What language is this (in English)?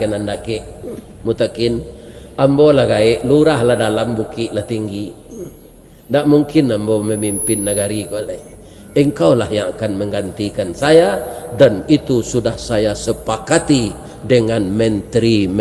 Minangkabau